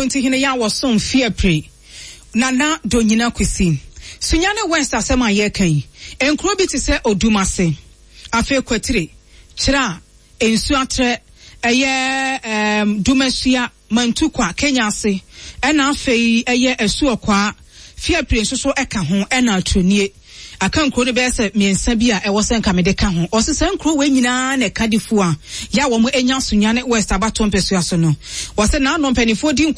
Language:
Akan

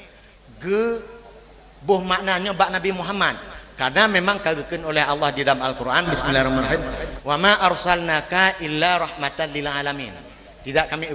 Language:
Achinese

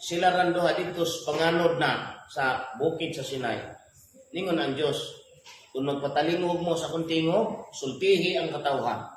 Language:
Cebuano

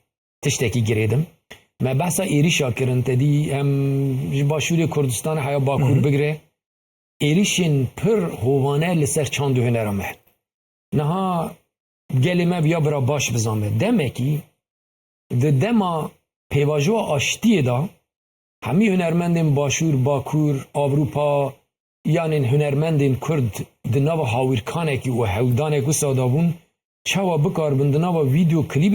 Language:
Kurdish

